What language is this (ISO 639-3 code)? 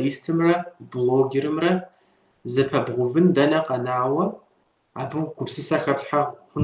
kbd